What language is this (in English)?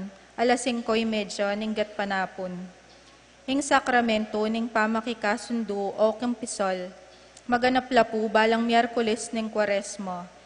Pampanga